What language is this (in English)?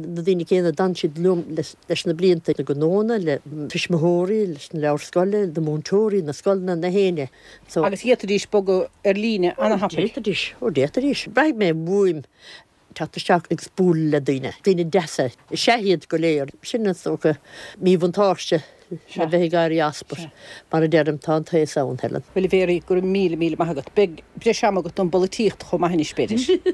Irish